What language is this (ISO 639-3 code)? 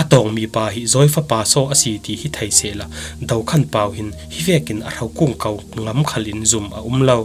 cfm